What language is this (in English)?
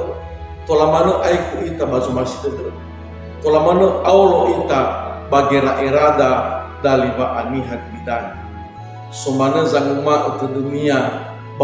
Nias